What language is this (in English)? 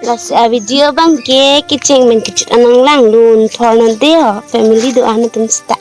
Karbi